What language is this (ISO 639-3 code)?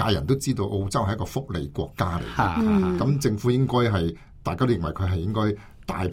yue